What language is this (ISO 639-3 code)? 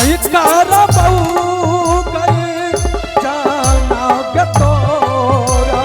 anp